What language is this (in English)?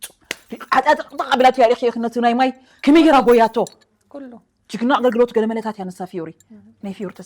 Tigrinya